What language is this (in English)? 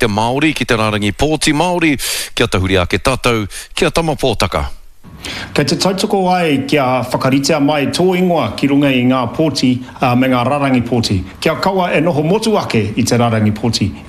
Māori